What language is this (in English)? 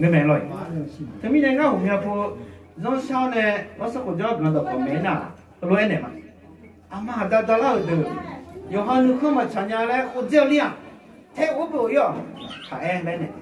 Akha